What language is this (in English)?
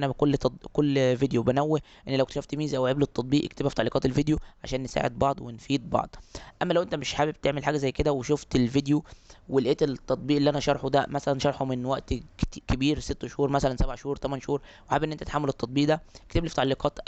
Egyptian Arabic